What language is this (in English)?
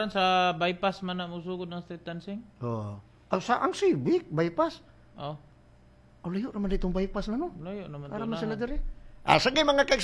Cebuano